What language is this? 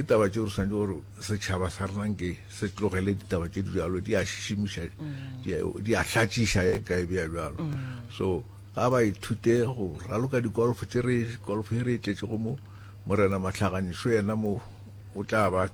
Northern Sotho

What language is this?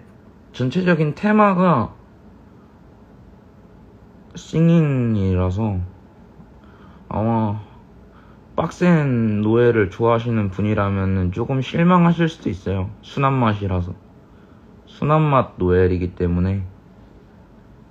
Korean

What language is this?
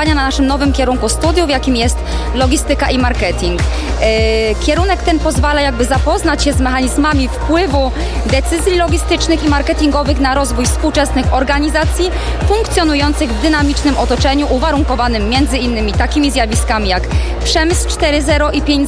Polish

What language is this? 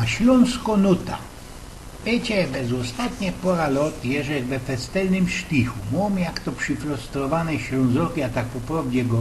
Silesian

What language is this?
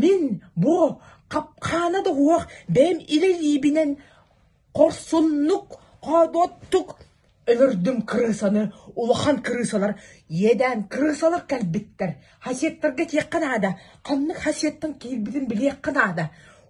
Yakut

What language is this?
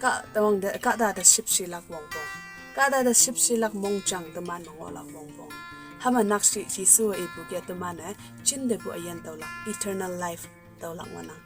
Konyak Naga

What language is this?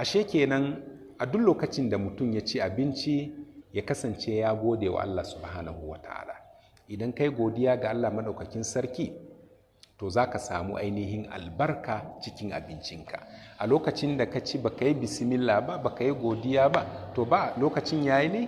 Hausa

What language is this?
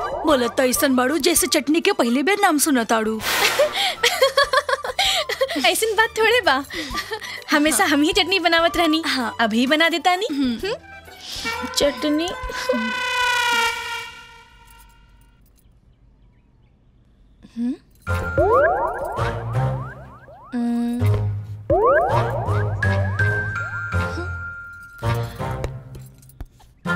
Bhojpuri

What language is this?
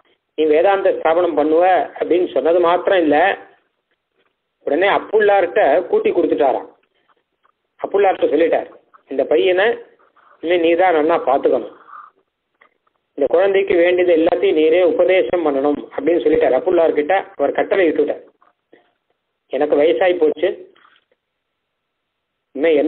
Tamil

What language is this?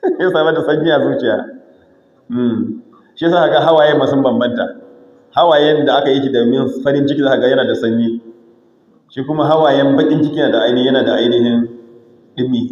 Hausa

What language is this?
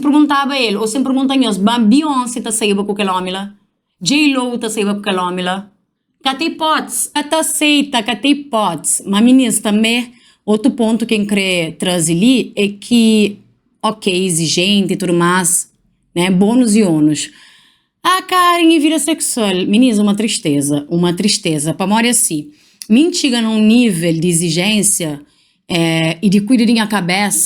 Kabuverdianu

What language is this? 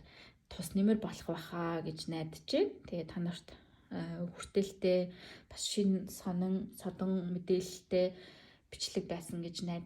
Mongolian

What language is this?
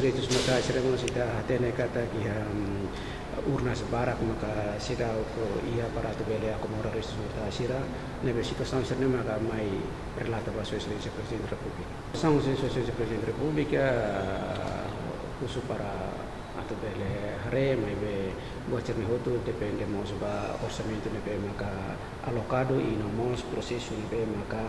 Tetun Dili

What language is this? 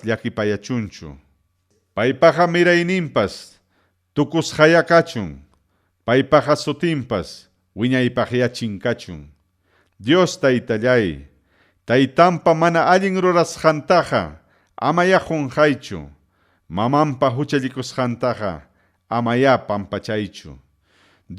Ayacucho Quechua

